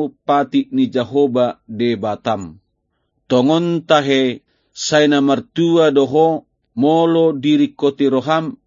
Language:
Batak Toba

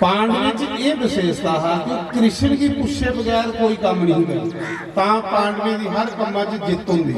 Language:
Dogri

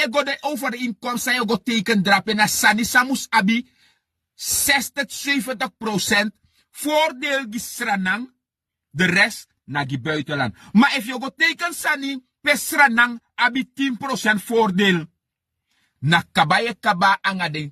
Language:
Sranan Tongo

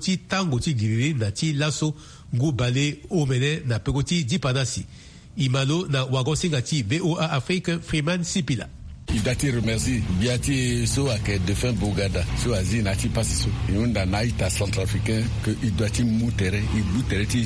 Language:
Sango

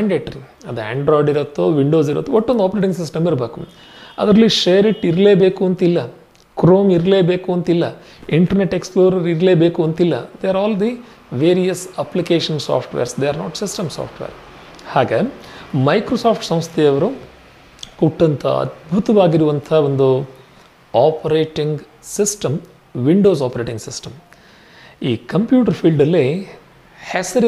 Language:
Kannada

